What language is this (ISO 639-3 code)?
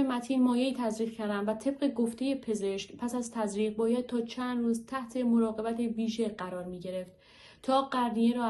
fas